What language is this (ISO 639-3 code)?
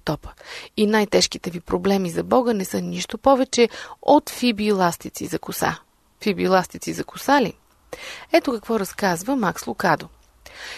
bul